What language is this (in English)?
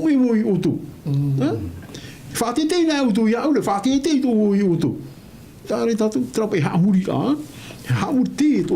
Tahitian